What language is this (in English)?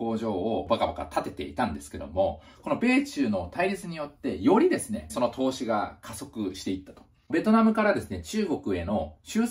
Japanese